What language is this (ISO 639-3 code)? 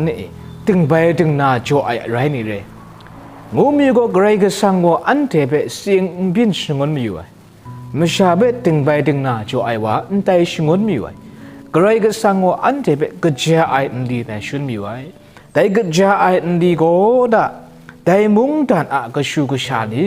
kac